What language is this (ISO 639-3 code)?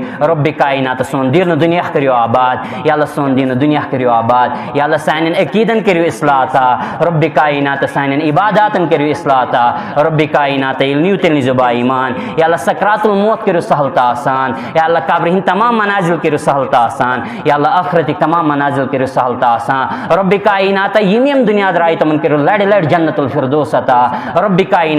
kas